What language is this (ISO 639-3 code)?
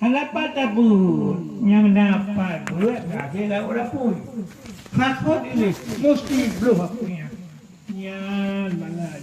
ace